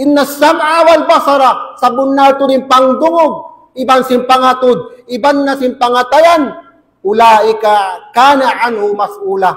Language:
Tausug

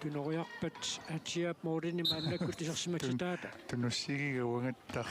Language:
Kalaallisut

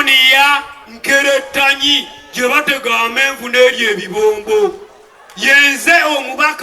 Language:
Ganda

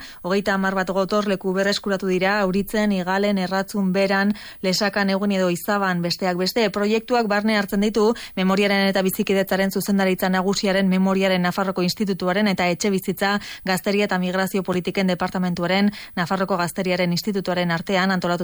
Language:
Basque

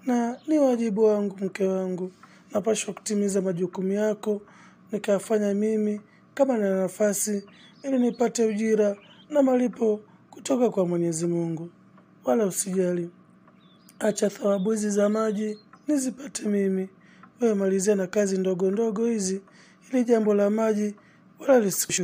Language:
Swahili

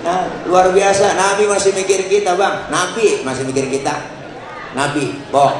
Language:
Betawi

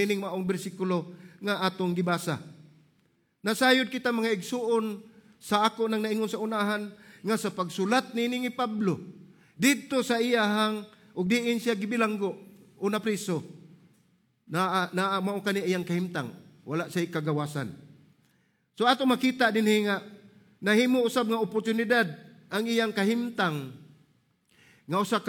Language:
Cebuano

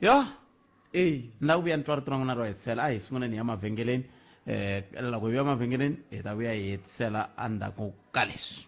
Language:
Tsonga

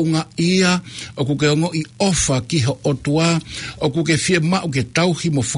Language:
Tongan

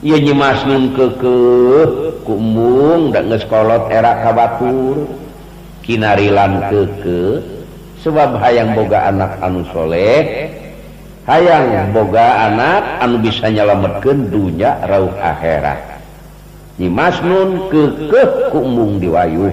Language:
Sundanese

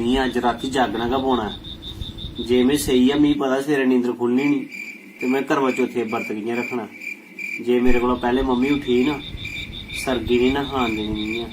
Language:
Dogri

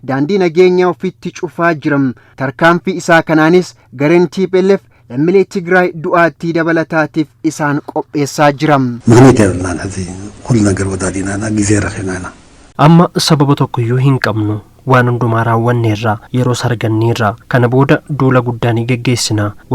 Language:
Oromo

